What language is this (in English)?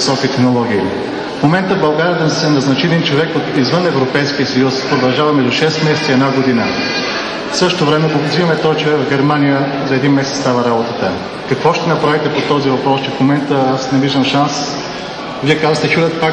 Bulgarian